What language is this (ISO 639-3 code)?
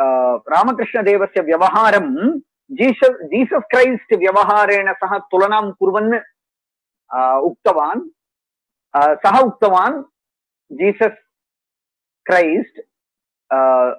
san